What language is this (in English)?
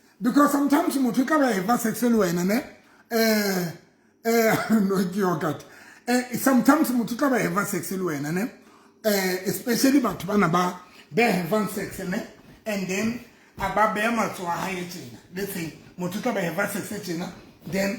Southern Sotho